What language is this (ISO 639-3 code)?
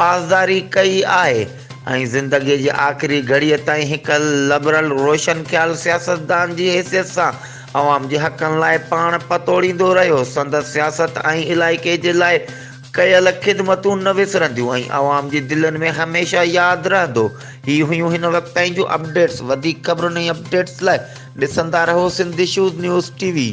snd